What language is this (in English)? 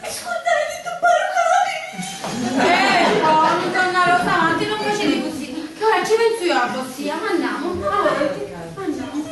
Sicilian